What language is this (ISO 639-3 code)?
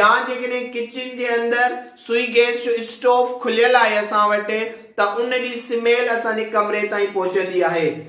snd